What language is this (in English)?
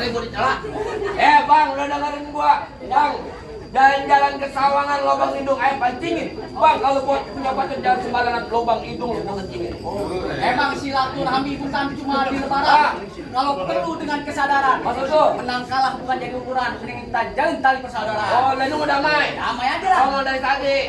Betawi